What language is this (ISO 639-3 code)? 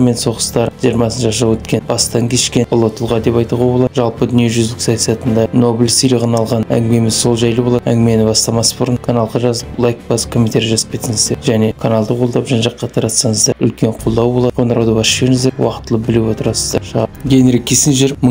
kaz